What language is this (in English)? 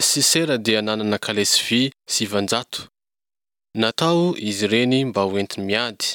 Malagasy